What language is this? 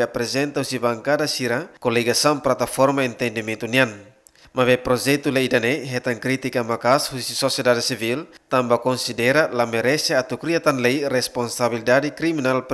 Tetum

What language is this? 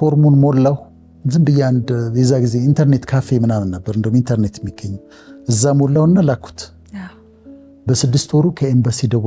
Amharic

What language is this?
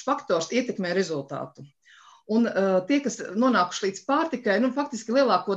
Latvian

